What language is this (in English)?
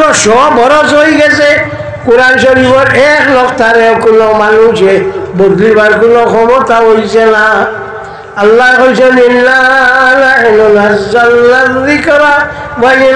Sylheti